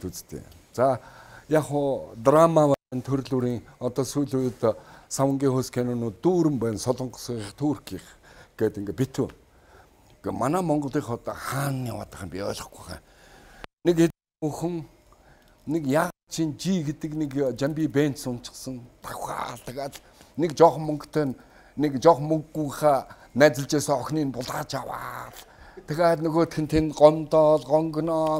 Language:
Mongolian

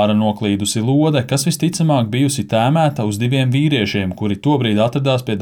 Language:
Latvian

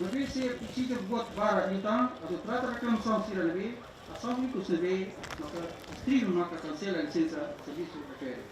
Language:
Tetum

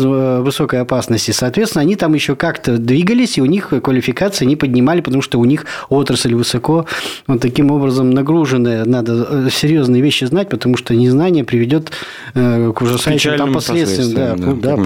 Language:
Russian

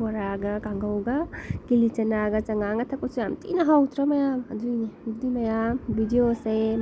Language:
Manipuri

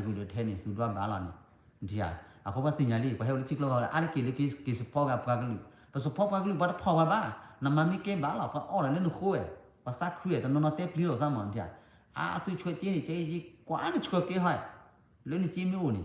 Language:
S'gaw Karen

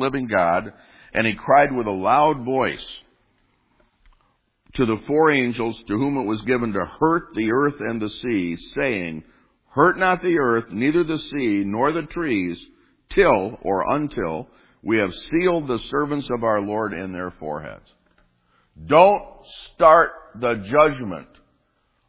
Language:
English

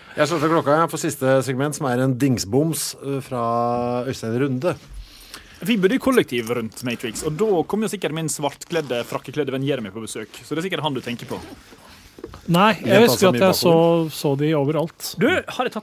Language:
Norwegian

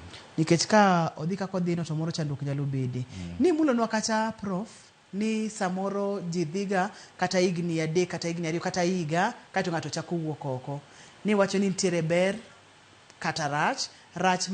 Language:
Luo (Kenya and Tanzania)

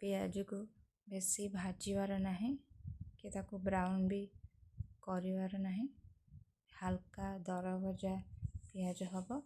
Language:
Odia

